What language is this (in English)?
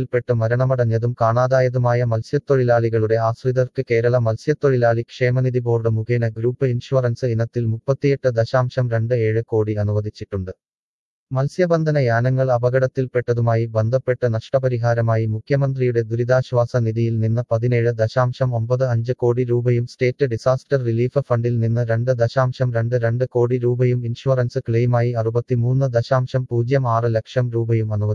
Malayalam